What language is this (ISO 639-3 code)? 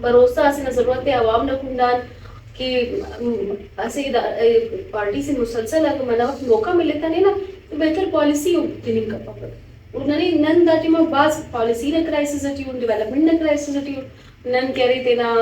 brh